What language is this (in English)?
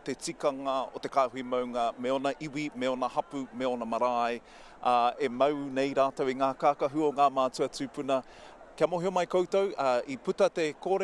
Māori